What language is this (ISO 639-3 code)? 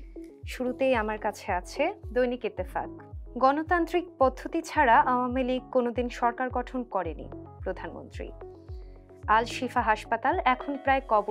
ben